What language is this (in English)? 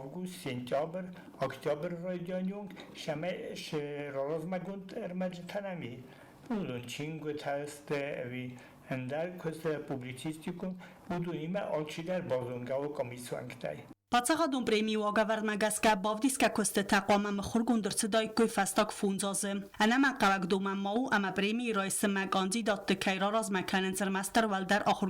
Ossetic